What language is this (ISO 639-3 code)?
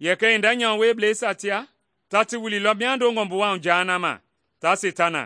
men